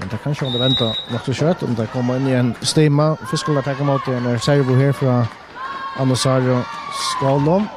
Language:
Faroese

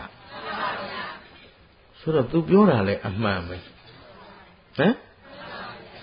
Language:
Burmese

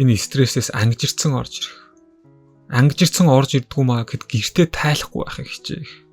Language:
Mongolian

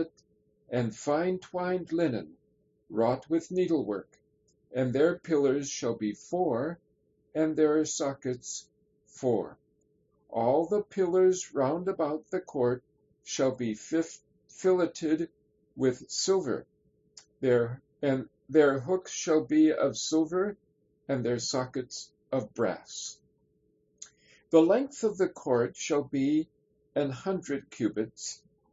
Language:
English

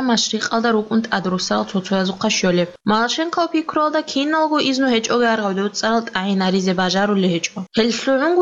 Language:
Avaric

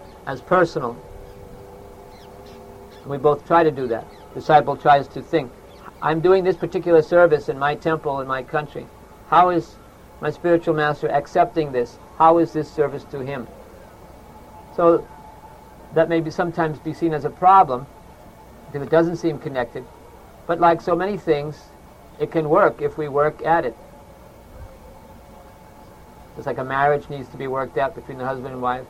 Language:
English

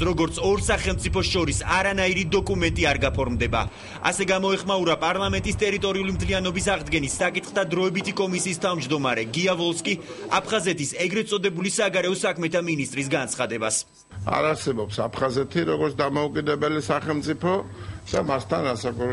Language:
Georgian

